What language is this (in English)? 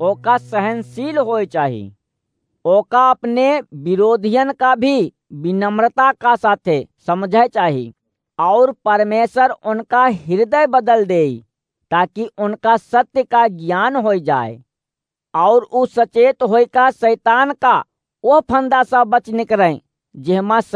Awadhi